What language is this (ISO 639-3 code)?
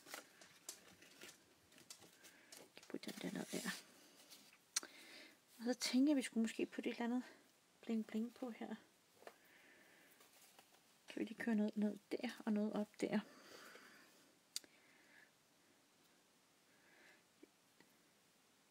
dan